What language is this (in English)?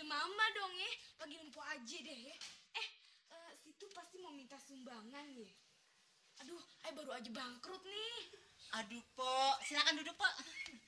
Betawi